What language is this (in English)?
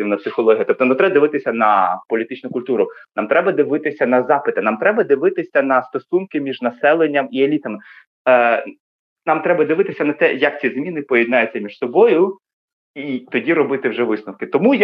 Ukrainian